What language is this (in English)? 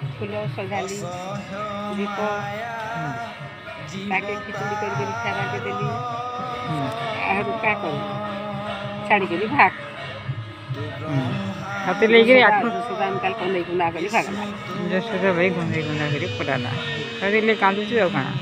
Sambalpuri